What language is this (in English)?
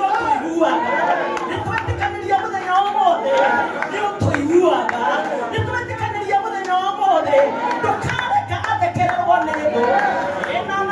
Kikuyu